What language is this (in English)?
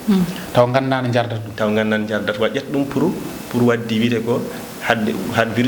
Fula